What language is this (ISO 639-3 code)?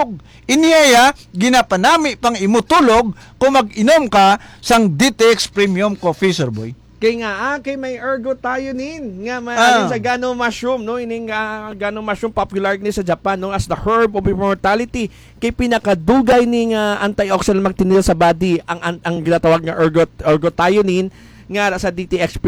hil